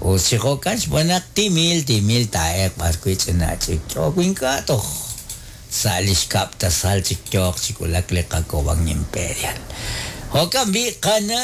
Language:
Kekchí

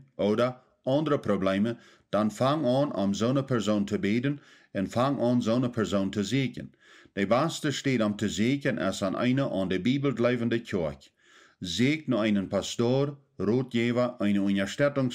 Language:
Plautdietsch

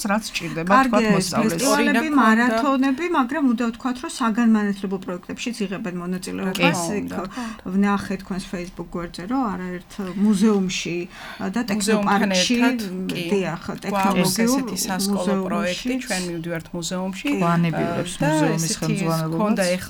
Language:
Georgian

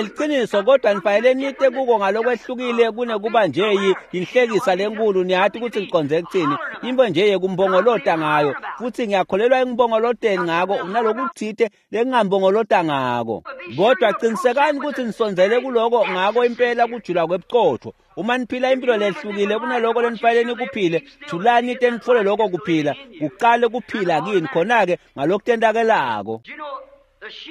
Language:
Swati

